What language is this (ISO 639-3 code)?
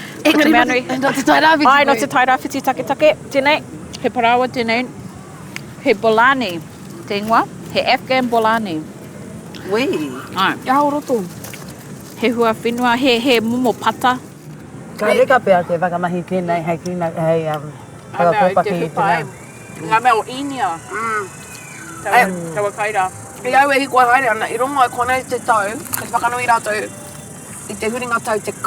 mri